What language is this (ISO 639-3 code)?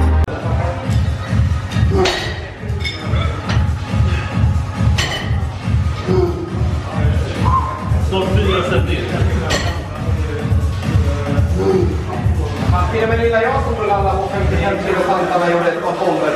swe